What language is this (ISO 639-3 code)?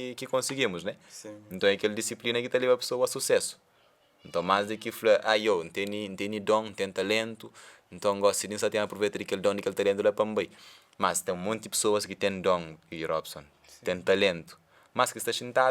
kea